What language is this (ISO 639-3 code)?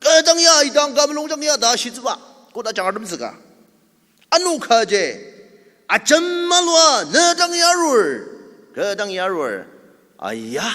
njo